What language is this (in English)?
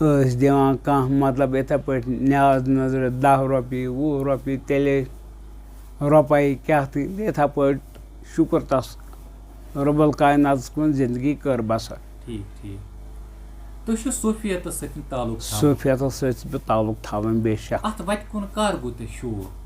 Kashmiri